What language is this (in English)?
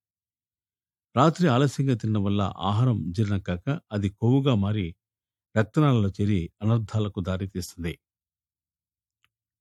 Telugu